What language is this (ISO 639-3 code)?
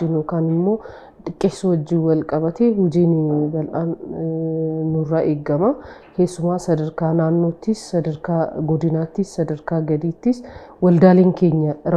orm